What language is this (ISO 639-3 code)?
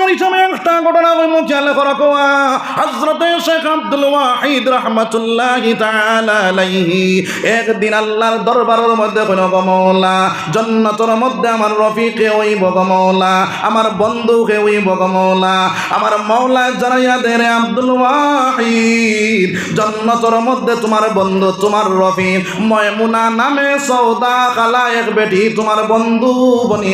syl